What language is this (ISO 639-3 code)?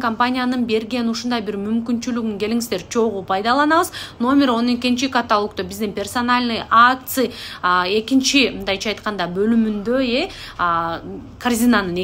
kir